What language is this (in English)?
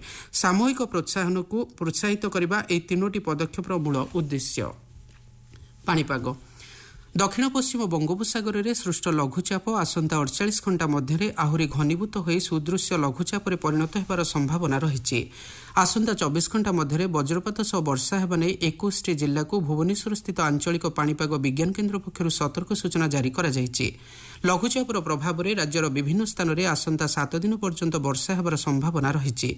Odia